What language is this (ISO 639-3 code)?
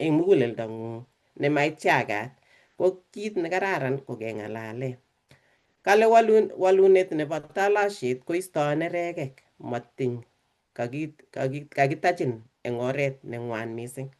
kln